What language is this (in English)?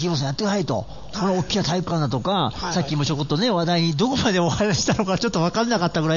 Japanese